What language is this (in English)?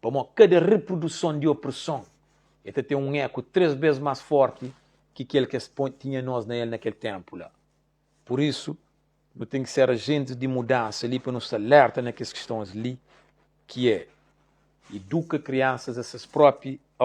Kabuverdianu